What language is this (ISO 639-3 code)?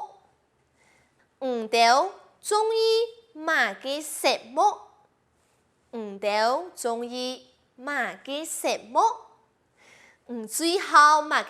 hak